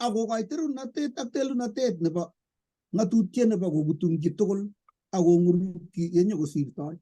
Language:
Kalenjin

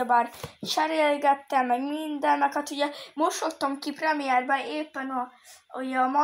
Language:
Hungarian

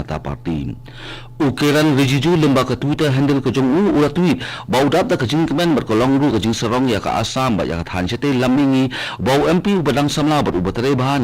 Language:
Khasi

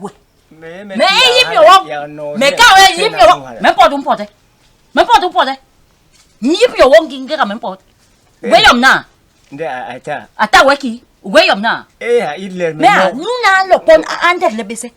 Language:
Basaa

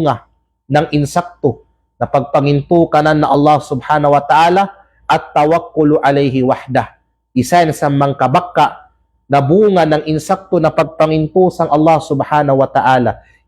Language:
Kalagan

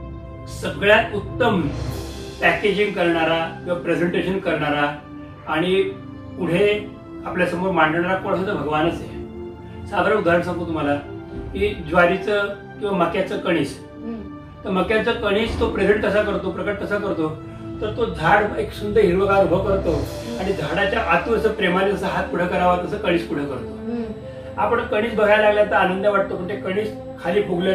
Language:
Marathi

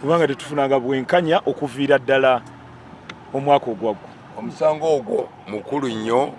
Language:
Ganda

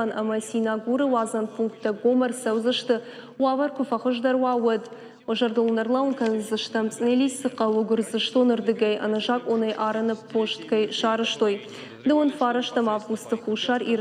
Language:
Ossetic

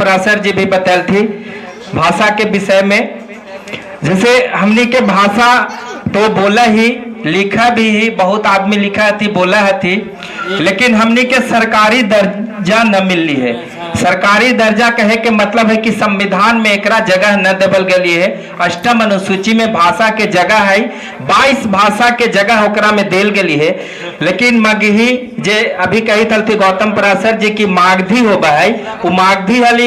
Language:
Magahi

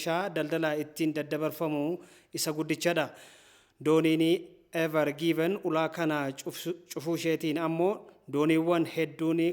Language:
Oromo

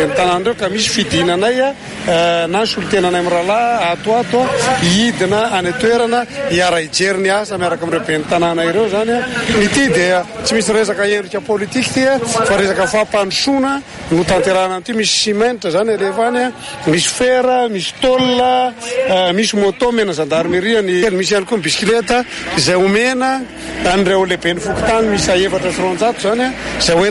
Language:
Malagasy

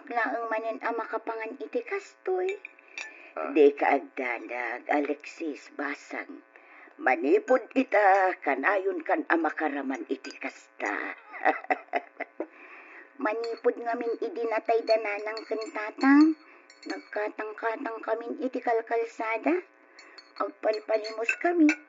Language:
Iloko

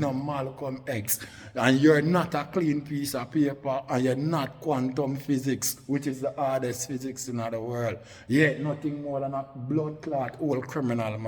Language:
Jamaican Creole English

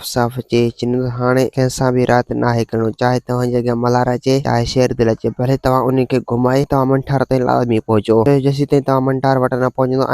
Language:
Sindhi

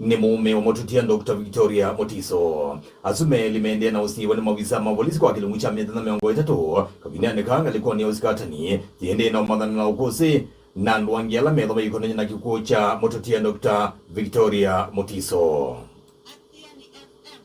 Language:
Kamba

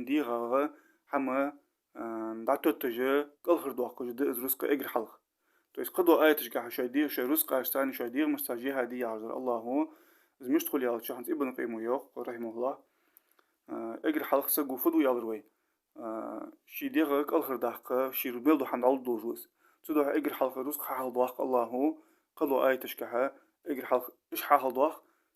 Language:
Ingush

